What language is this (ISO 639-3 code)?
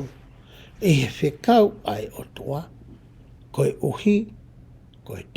ton